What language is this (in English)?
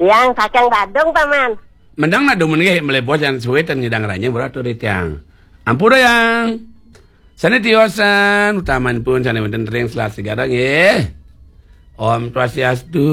Balinese